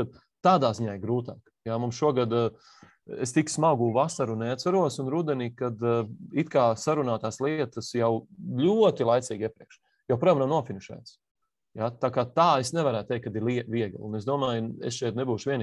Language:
Latvian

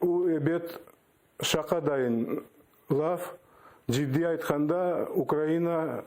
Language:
Crimean Tatar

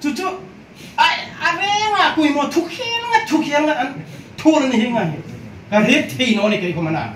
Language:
Hmar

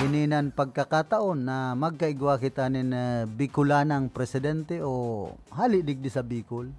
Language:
Bikol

